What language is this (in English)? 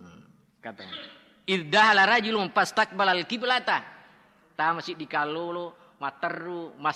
Buginese